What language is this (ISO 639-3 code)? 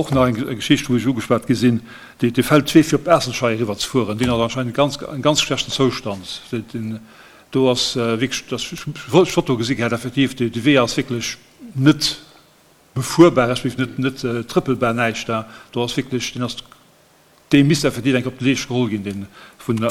ltz